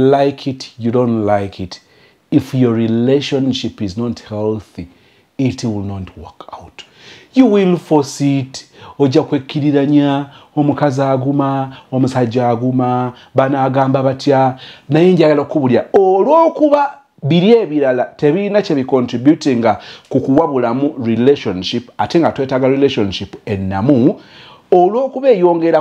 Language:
Ganda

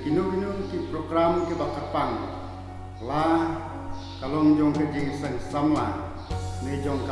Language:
Khasi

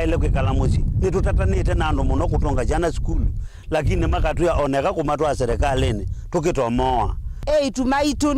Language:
Kamba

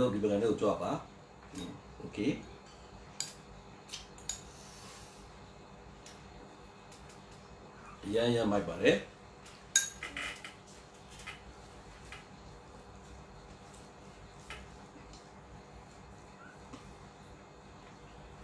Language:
Burmese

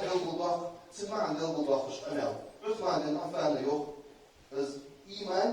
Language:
Ingush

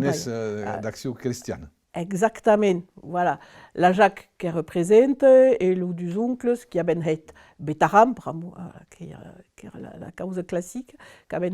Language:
Occitan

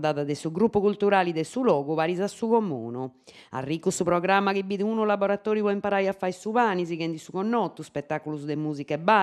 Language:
Sardinian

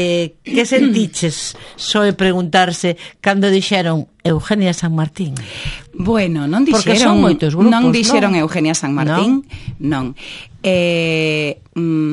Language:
Galician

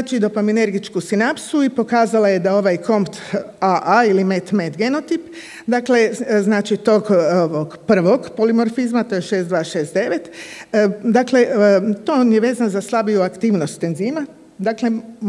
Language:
Croatian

